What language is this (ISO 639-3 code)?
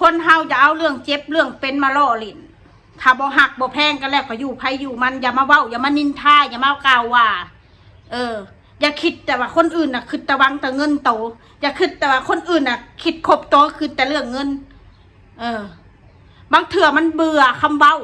tts